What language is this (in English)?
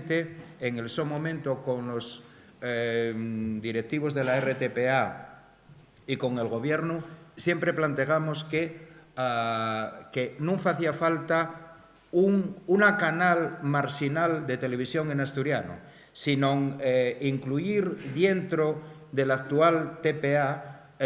Asturian